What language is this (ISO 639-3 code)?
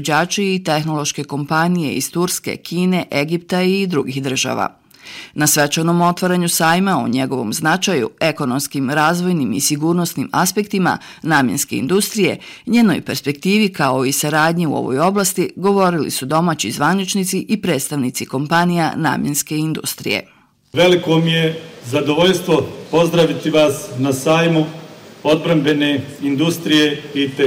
bos